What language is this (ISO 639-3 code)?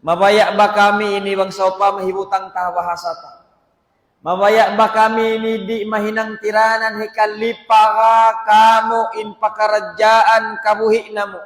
tsg